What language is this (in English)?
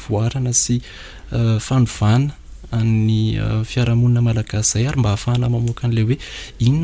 Malagasy